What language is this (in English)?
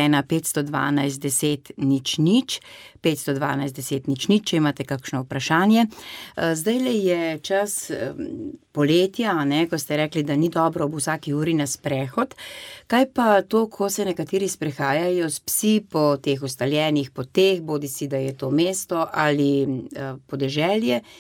Slovenian